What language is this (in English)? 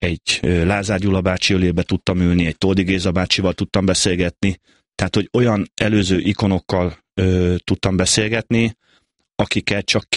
Hungarian